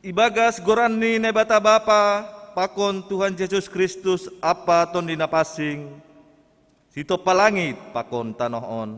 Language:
Batak Simalungun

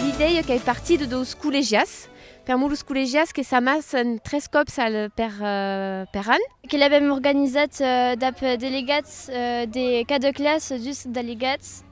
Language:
Occitan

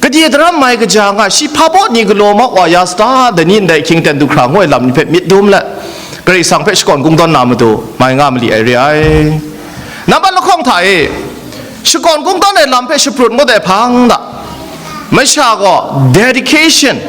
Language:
Kachin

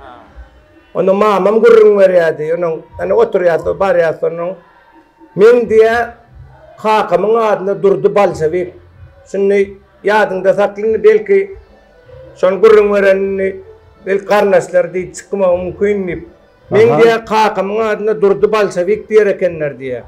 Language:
Turkmen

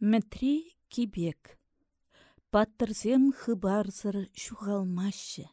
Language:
Chuvash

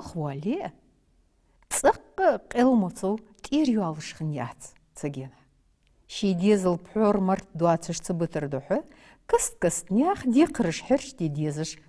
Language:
Ingush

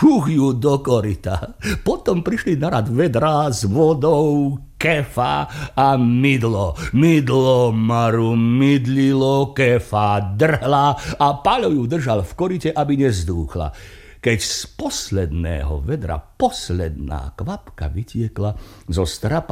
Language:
Slovak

